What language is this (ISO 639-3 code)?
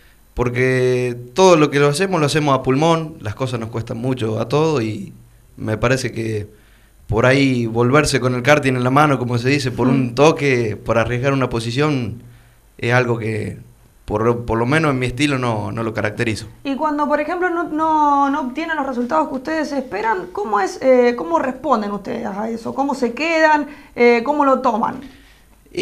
spa